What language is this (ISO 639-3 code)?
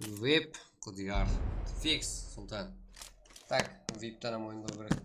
kaa